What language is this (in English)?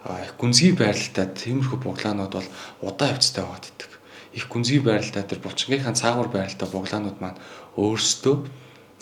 Mongolian